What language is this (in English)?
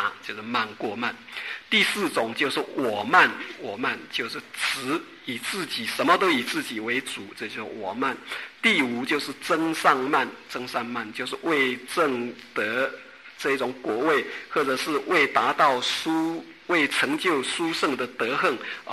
Chinese